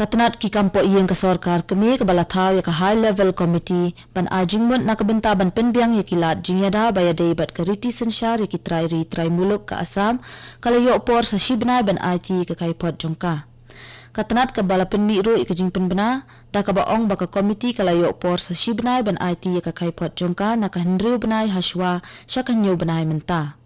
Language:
Khasi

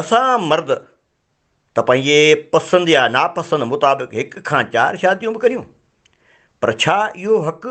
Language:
Sindhi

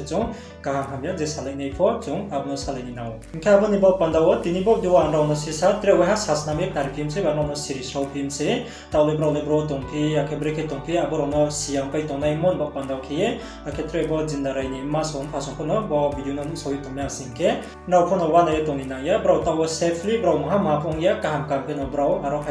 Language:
Riang (India)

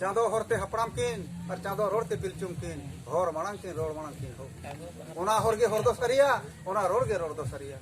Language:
Santali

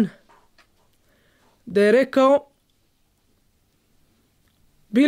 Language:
Bosnian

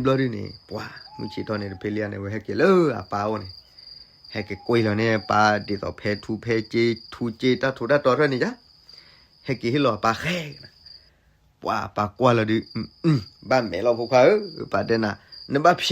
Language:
S'gaw Karen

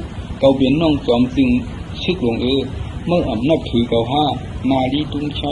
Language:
Shan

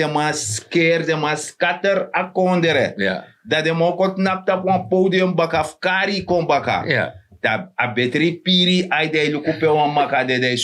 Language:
Sranan Tongo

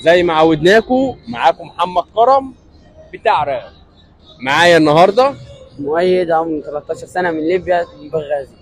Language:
Egyptian Arabic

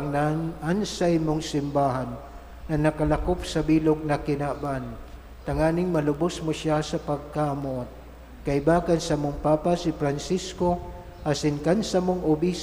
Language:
Bikol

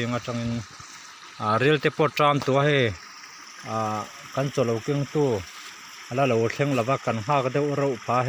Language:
Mizo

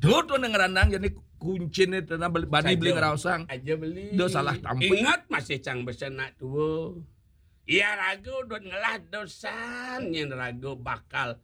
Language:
Balinese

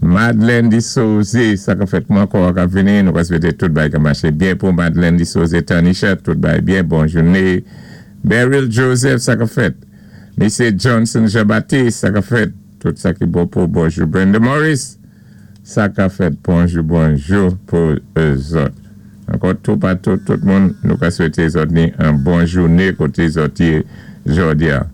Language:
Saint Lucian Creole French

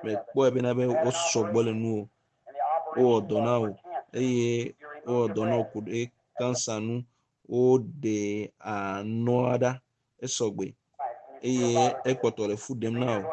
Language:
Ewe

